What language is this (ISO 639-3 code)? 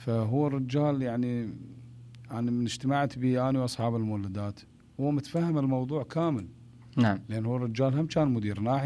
acm